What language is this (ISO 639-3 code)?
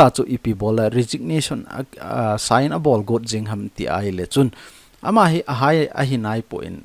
tcz